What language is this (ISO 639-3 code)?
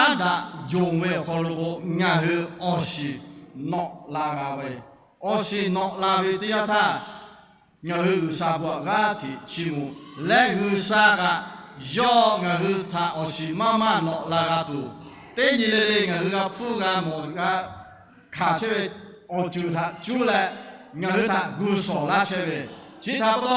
lhu